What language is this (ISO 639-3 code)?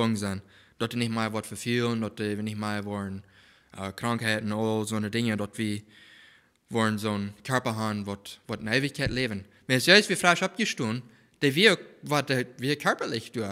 pdt